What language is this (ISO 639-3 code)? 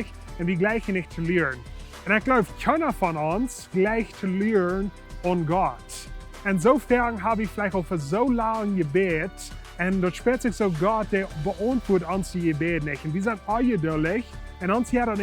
pdt